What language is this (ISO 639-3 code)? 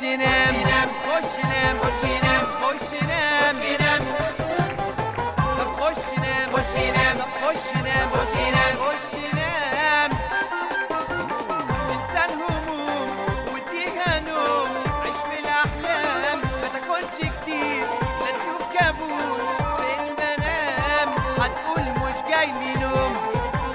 arz